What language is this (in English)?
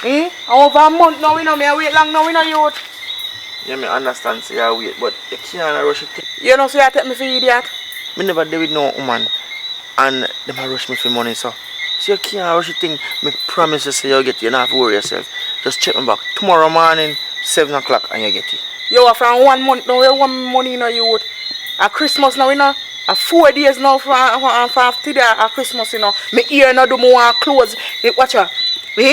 Jamaican Creole English